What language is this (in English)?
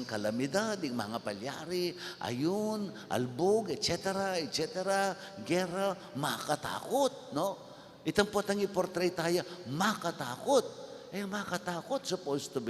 Pampanga